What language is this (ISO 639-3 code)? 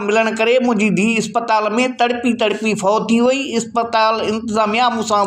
snd